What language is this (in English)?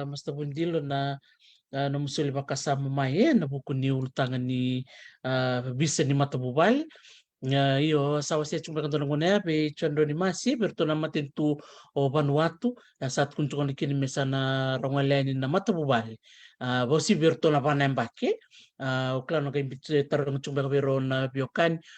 Fijian